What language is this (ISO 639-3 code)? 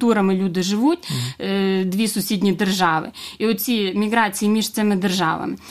ukr